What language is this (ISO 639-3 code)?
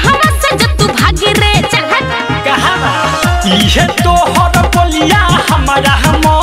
bho